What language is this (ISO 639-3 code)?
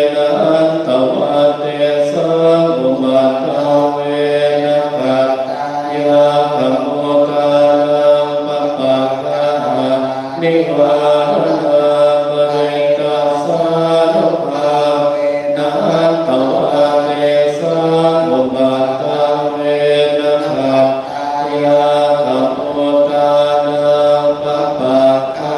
pli